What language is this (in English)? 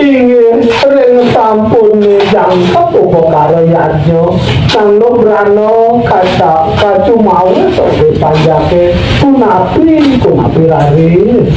Balinese